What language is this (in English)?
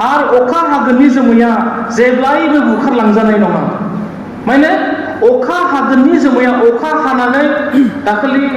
Bodo